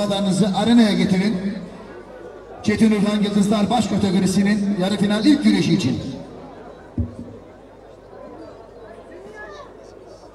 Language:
Turkish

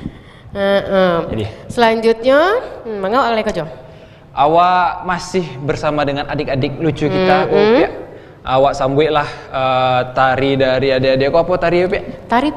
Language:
Minangkabau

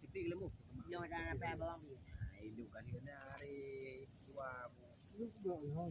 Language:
Achinese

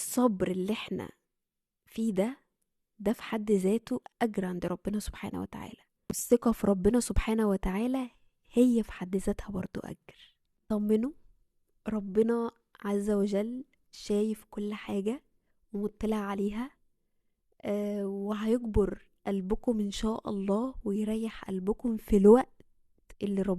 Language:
Egyptian Arabic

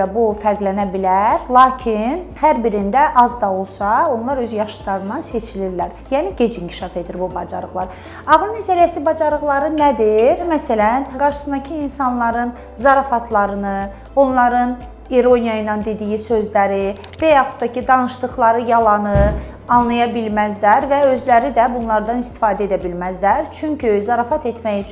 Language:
Azerbaijani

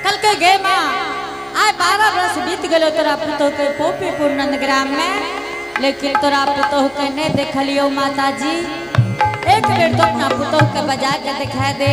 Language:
Angika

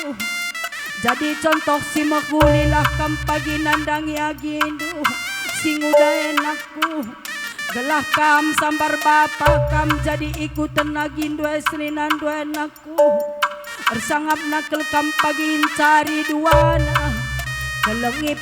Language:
Batak Karo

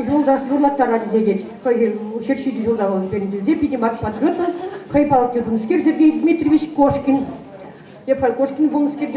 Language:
Chuvash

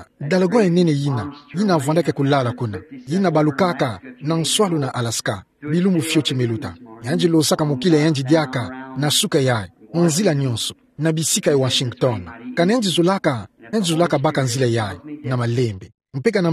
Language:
Kituba (Democratic Republic of Congo)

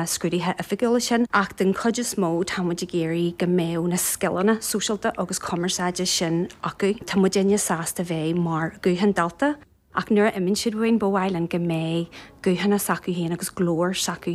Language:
Irish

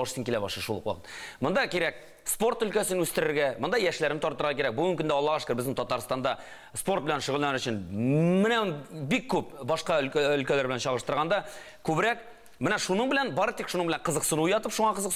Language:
Tatar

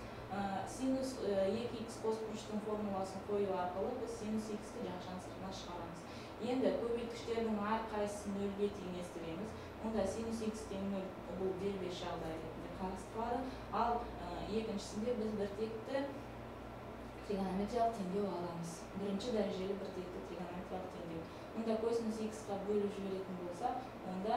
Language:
Kazakh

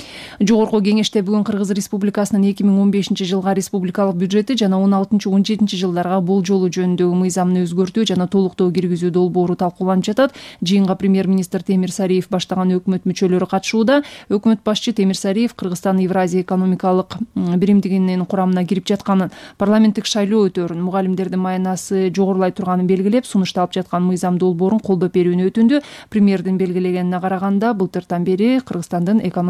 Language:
Kyrgyz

